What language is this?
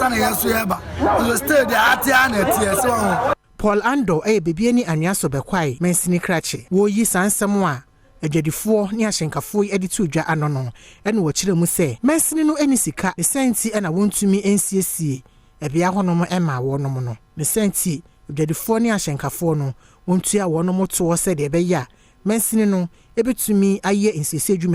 Akan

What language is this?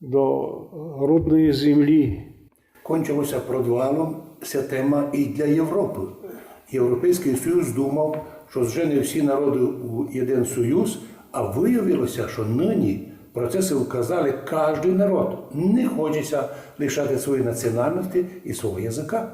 Rusyn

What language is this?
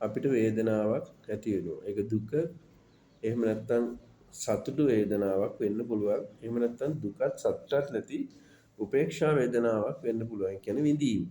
Sinhala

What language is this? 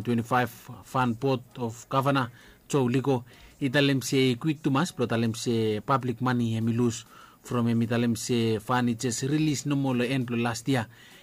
Bislama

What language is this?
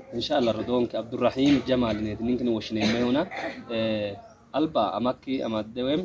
Sidamo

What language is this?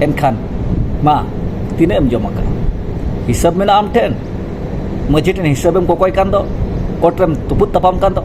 Santali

